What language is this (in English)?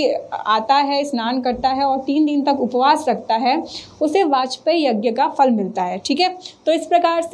Hindi